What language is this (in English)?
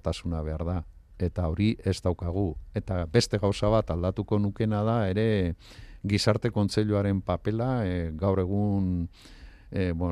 Basque